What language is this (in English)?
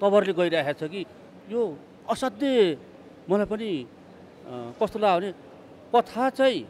Nepali